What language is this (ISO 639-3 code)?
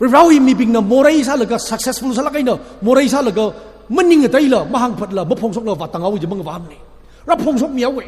nmf